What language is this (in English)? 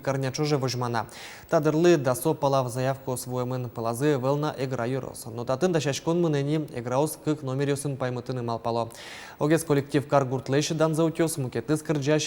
Udmurt